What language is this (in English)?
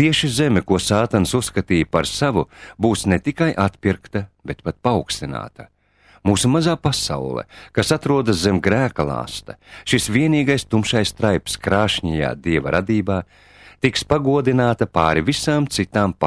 Latvian